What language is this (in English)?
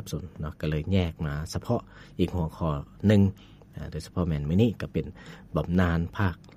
Lao